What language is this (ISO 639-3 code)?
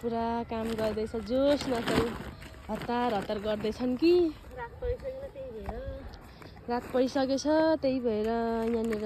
nep